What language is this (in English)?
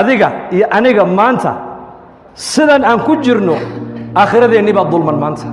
Somali